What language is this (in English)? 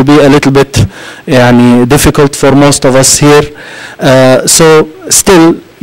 English